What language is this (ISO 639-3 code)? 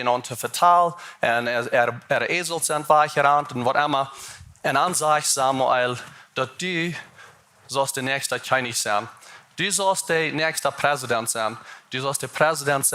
pdt